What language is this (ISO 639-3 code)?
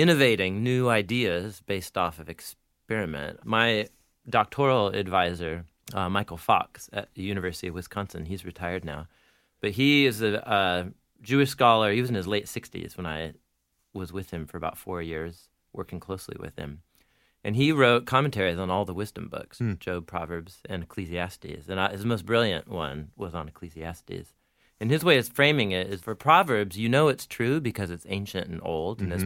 eng